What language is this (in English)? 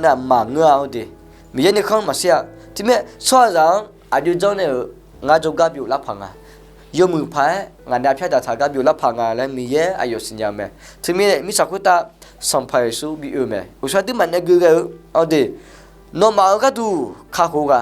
Akha